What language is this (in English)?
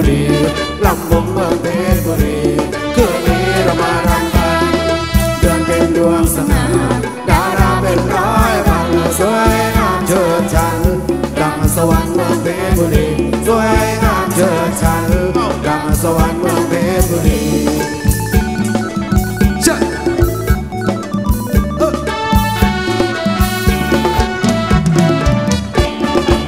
Thai